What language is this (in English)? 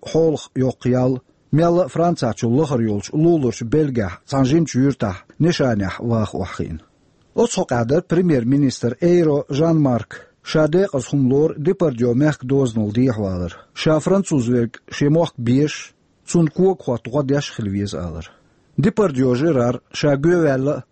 Chechen